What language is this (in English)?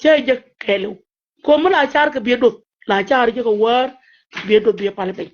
Nuer